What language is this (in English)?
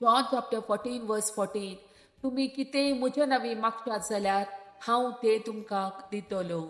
Konkani